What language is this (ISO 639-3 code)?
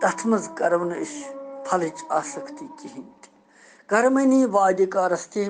kas